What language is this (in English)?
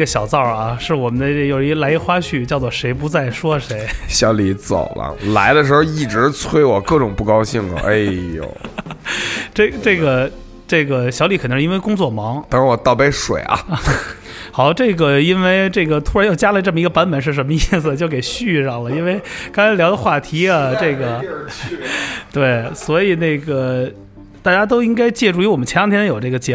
Chinese